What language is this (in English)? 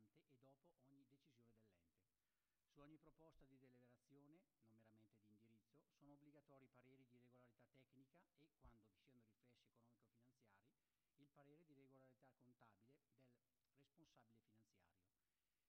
Italian